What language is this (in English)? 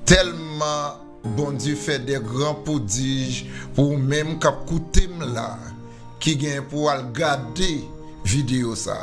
Haitian Creole